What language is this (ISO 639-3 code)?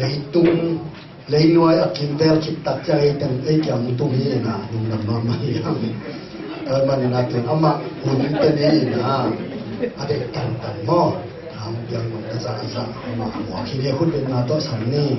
ctd